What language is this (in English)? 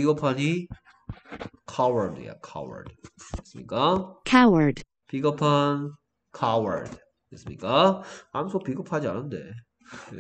Korean